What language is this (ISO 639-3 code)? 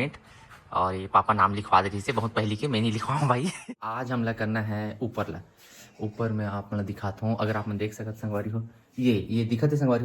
hne